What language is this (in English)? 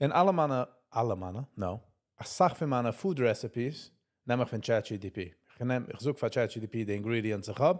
Yiddish